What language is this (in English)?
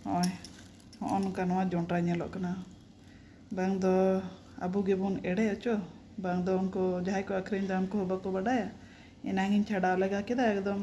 Santali